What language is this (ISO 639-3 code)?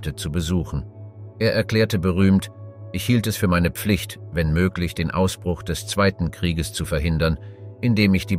deu